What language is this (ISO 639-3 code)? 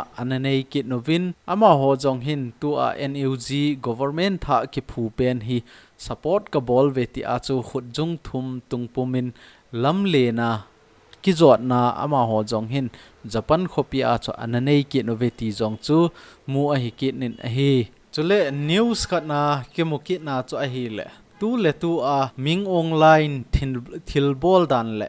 tcz